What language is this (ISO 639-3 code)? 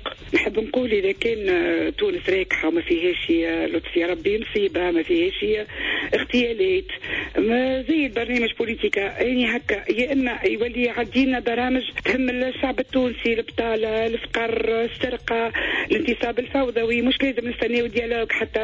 aeb